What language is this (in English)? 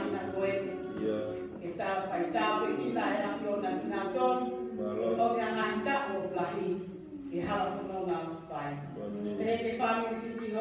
Tongan